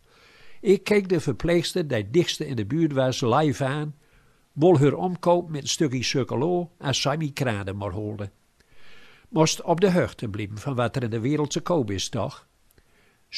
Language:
Gronings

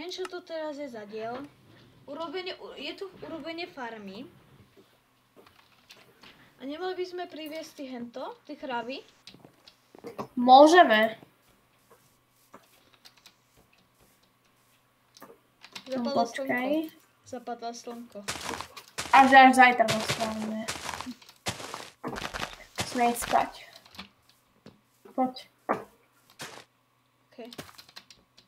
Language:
Slovak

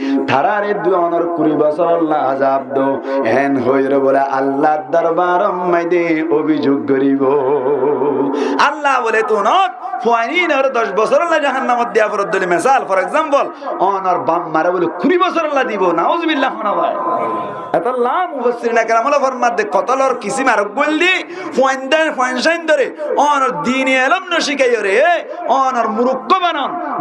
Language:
Rohingya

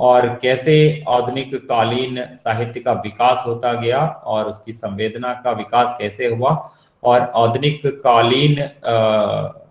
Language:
Hindi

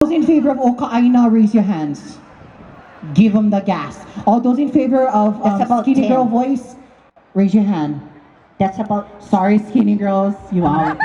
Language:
Hawaiian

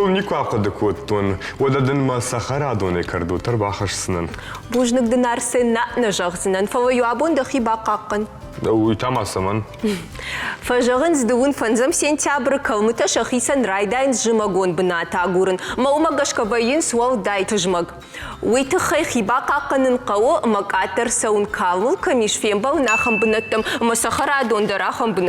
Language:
Ossetic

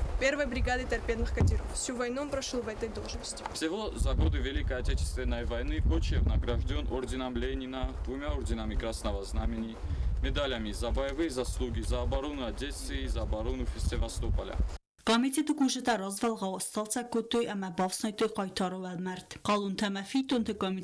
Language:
Ossetic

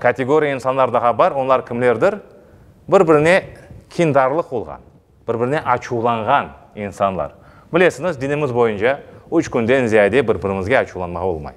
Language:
Crimean Tatar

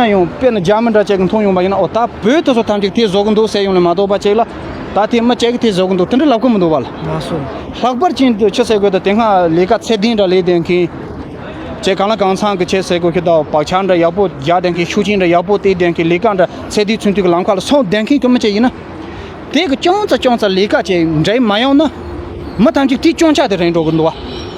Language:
Tibetan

